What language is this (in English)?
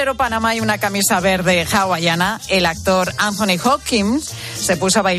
Spanish